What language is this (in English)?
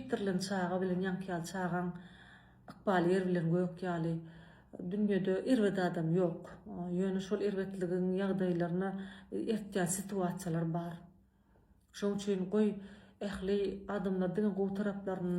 Turkmen